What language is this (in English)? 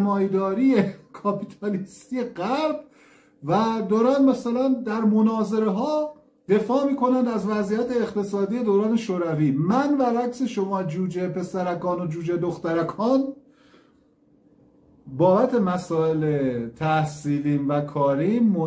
Persian